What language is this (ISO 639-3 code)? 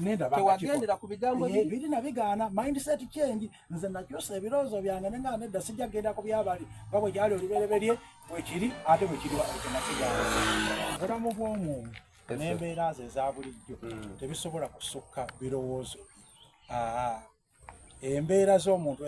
xog